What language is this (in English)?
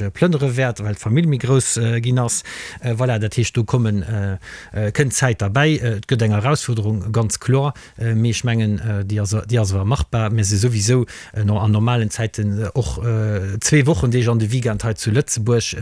Luxembourgish